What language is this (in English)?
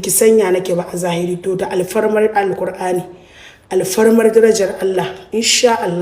Hausa